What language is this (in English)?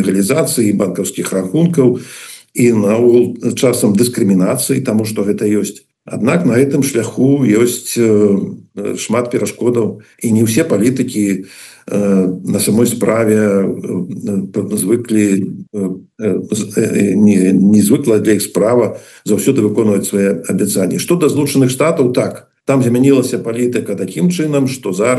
Belarusian